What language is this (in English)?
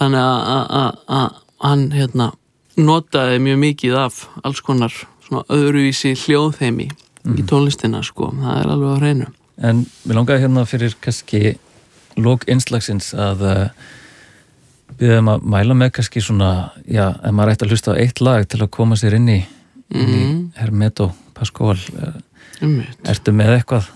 Icelandic